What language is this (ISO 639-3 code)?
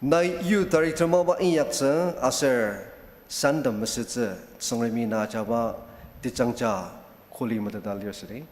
njo